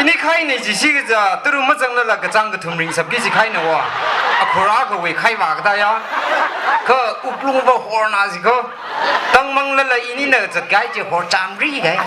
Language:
Tangkhul Naga (India)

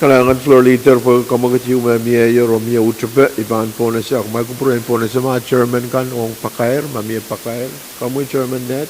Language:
Pohnpeian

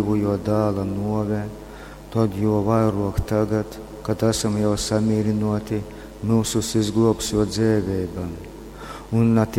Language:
Latgalian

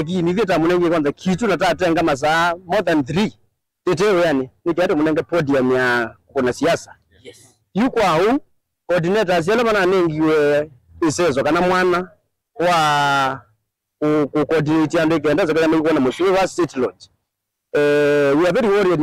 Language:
Kamba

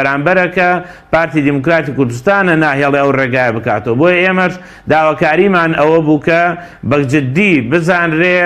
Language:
Central Kurdish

